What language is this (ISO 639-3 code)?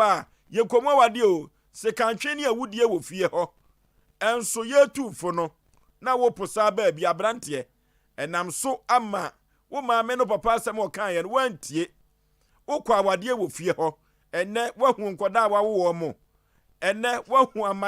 aka